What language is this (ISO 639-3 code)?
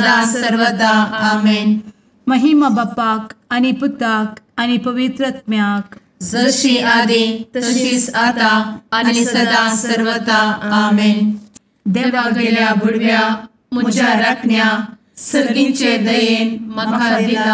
kok